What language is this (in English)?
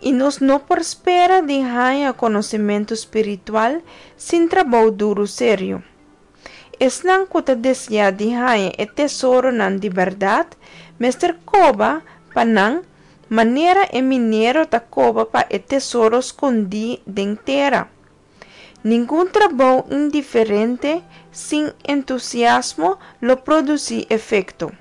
Papiamento